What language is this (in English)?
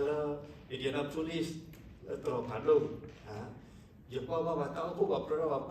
S'gaw Karen